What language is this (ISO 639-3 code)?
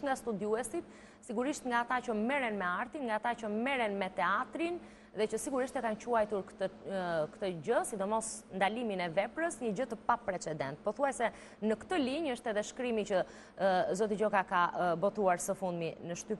sqi